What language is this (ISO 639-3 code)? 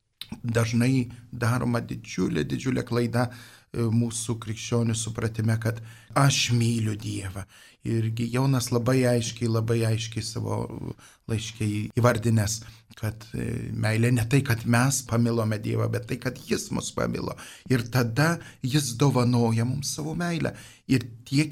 lit